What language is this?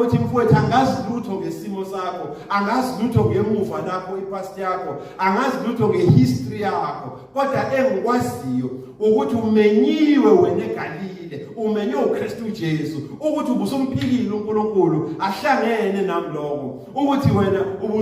Zulu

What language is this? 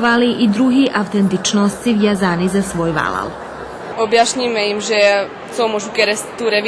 Rusyn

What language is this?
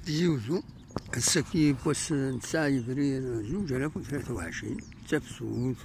Kabyle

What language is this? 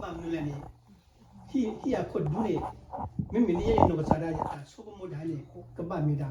S'gaw Karen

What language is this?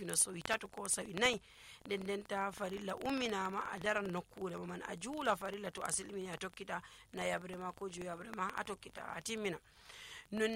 Nigerian Fulfulde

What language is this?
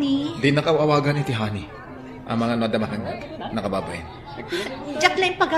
Iloko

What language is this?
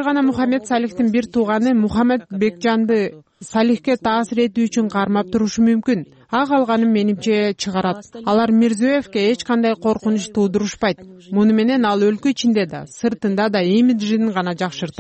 Kyrgyz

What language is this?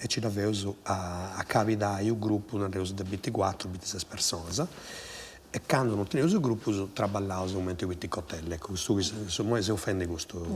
Sardinian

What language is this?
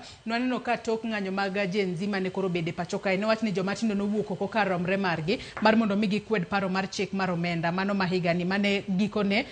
Luo (Kenya and Tanzania)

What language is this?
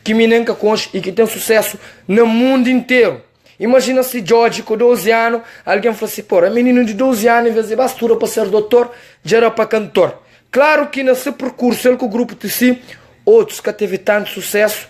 Kabuverdianu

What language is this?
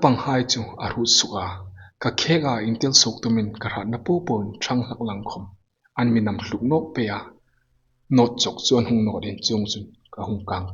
Hmar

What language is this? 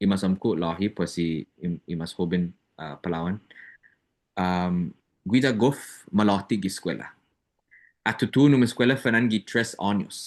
Chamorro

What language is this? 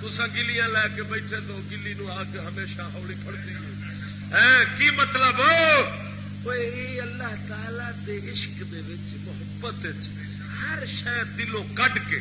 Saraiki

